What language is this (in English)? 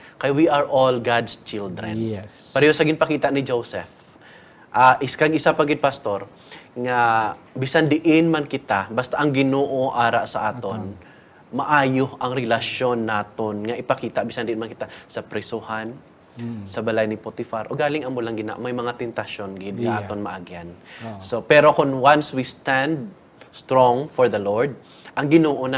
Hiligaynon